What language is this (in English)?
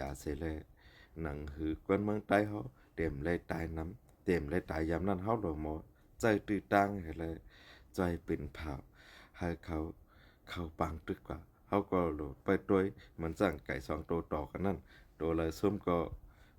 Shan